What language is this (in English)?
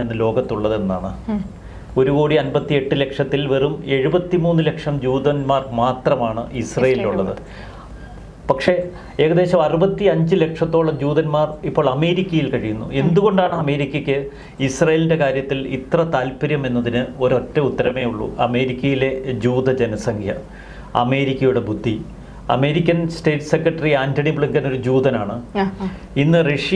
Malayalam